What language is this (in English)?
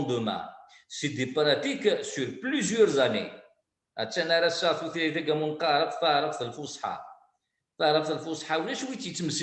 Kabyle